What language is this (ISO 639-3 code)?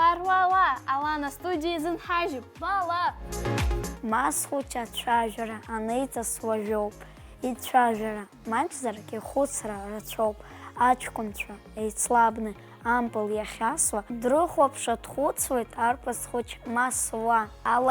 abk